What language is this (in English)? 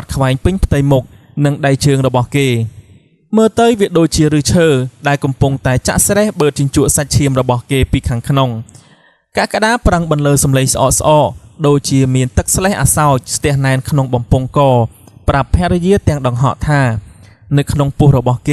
Khmer